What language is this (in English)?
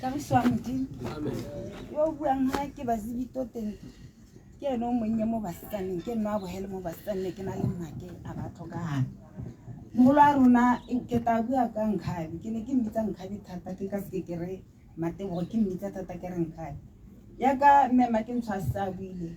Tswana